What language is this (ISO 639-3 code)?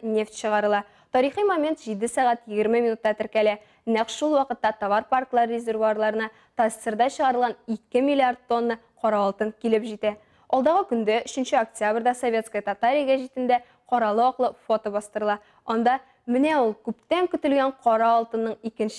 tat